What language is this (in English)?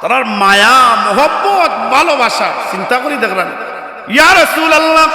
Sylheti